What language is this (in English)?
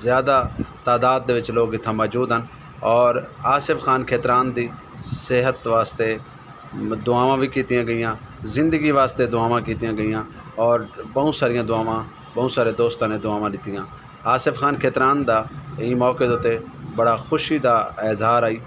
Saraiki